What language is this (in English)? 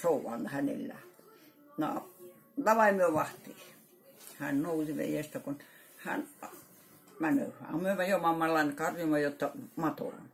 Karelian